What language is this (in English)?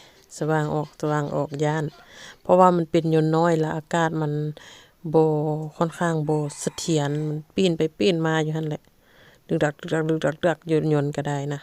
Lao